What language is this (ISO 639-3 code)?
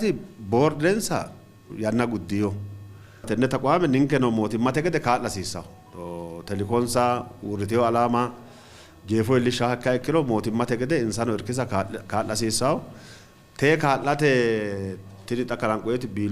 sid